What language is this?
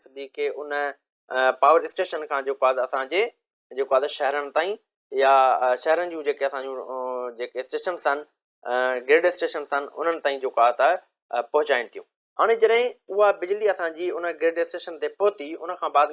Sindhi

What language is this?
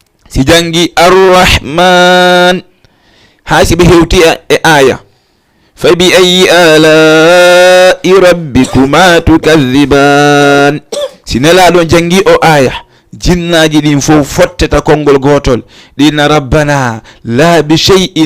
Fula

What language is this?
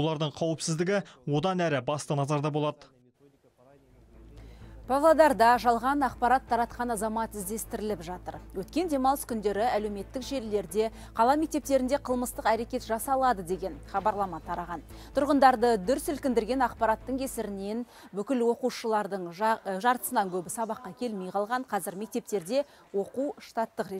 Kazakh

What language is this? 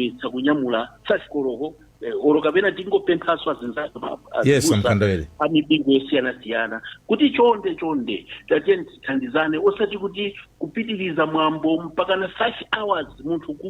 Nyanja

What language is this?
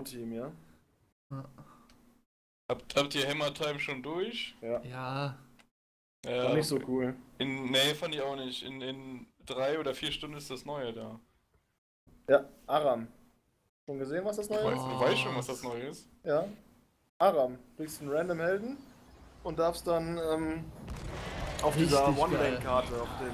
German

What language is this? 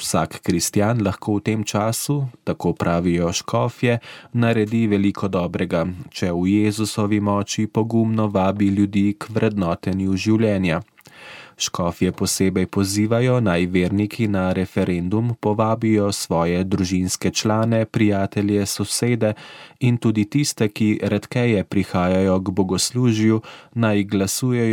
Slovenian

